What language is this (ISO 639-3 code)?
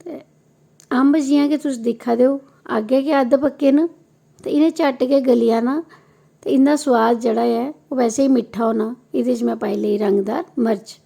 doi